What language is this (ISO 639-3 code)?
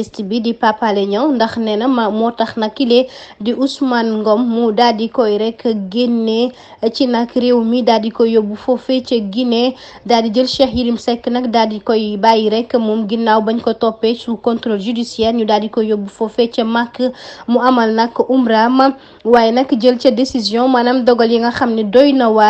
wol